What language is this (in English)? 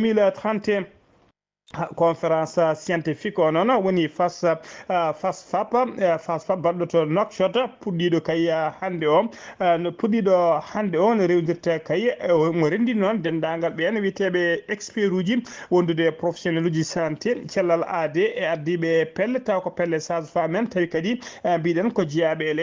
Fula